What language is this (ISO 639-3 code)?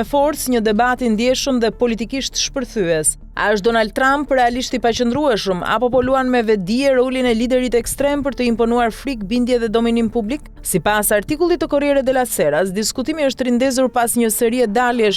sqi